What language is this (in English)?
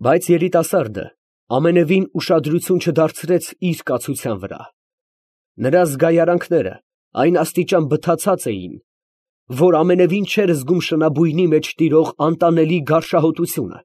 Armenian